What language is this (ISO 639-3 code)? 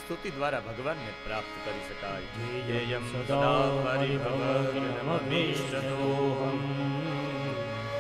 guj